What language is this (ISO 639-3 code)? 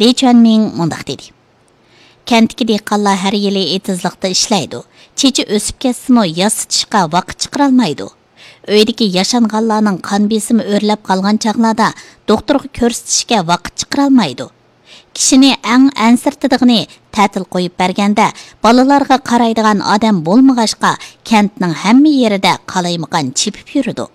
uig